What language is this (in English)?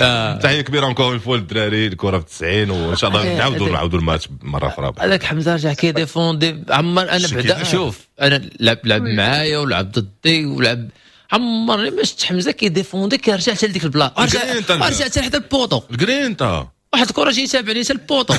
Moroccan Arabic